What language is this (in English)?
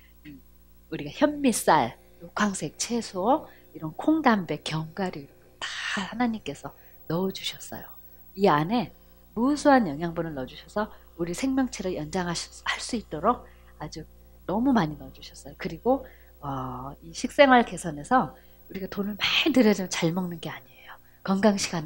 Korean